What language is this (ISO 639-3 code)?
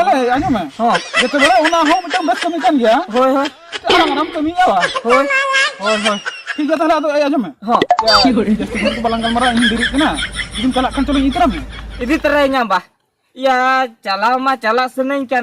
sat